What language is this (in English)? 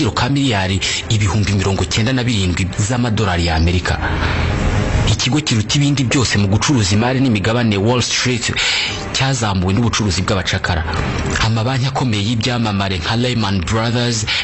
Kinyarwanda